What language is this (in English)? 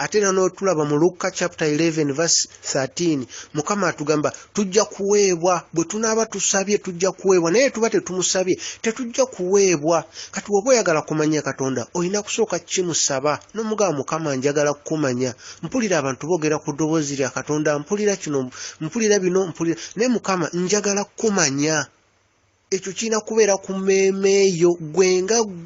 Ganda